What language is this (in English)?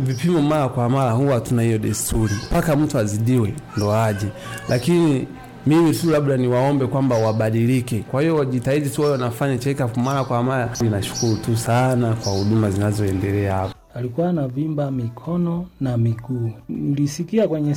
Swahili